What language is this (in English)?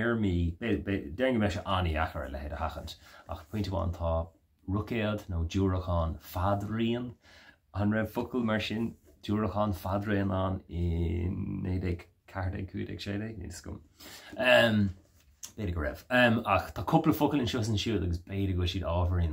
Irish